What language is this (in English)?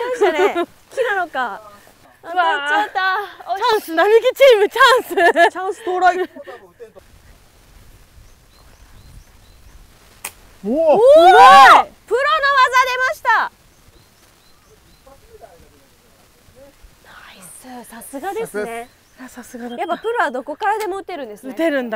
Japanese